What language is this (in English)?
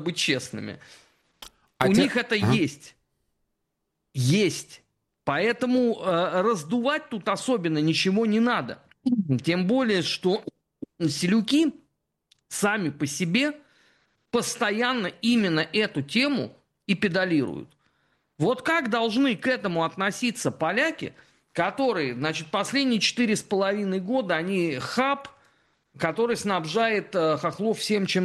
Russian